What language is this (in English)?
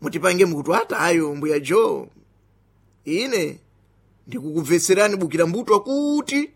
Sena